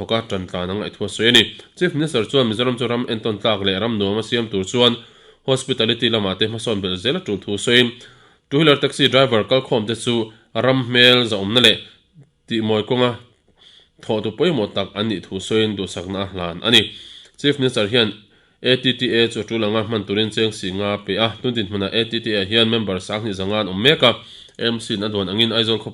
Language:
Mizo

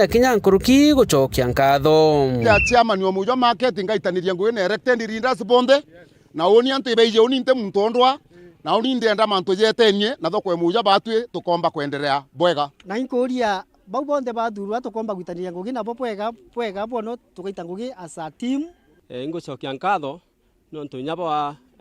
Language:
Meru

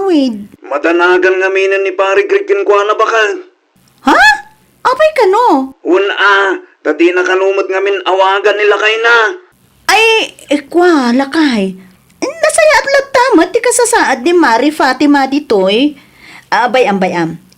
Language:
Iloko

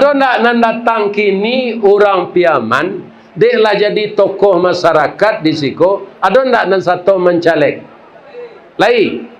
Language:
Minangkabau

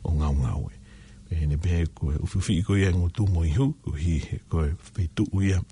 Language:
Tongan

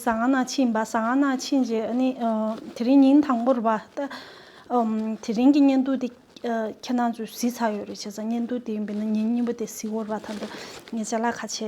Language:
Tibetan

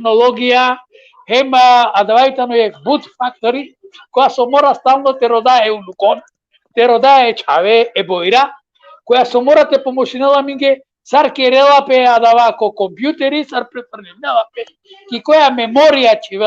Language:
Balkan Romani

